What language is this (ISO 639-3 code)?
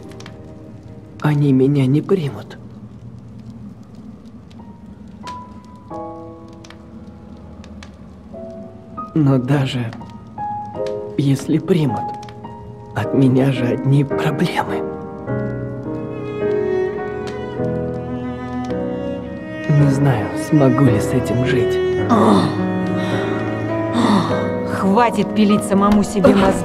rus